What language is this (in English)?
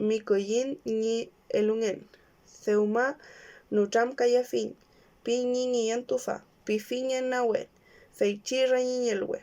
Mapuche